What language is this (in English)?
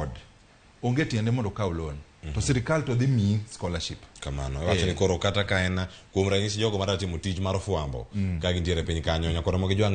Luo (Kenya and Tanzania)